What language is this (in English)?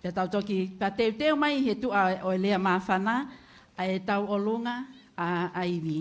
Tongan